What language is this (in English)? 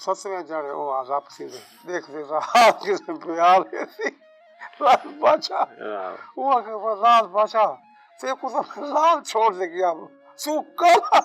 Saraiki